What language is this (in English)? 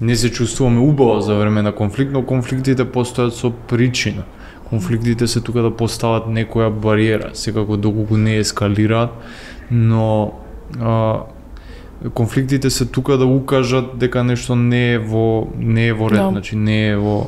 Macedonian